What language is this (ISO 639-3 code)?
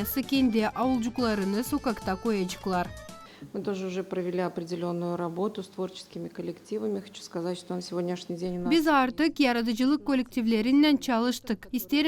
gag